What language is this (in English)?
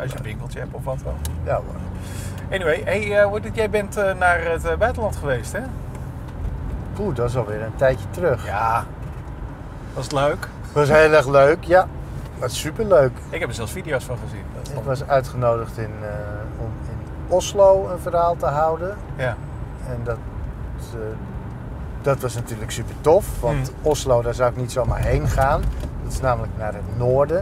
Dutch